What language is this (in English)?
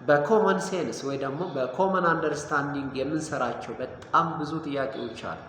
Amharic